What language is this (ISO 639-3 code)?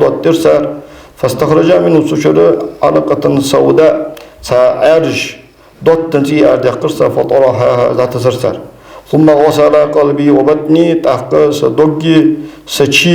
inh